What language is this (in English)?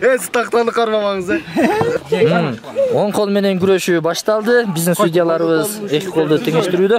Kyrgyz